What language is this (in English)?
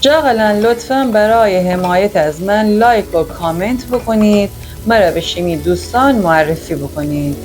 Gilaki